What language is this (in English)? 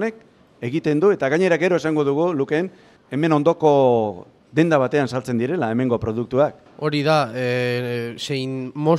Basque